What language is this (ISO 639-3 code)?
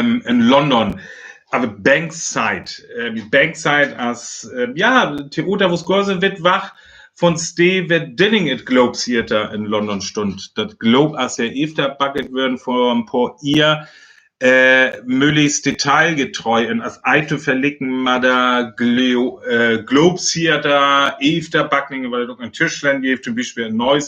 frr